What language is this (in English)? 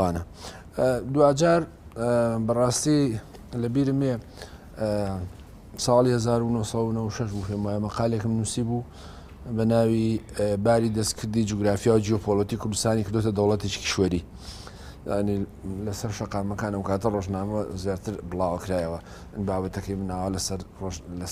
Central Kurdish